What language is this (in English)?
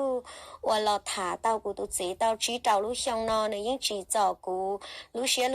Hmong